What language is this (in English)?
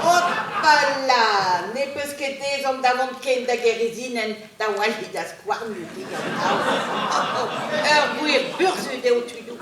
Breton